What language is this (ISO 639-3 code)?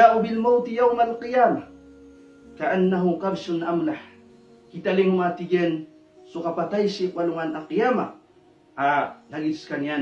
mrw